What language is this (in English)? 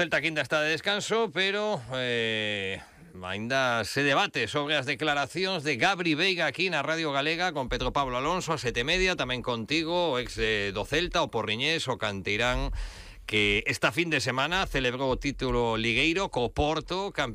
Galician